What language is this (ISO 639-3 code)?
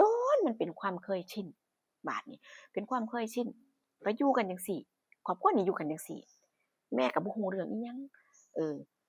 tts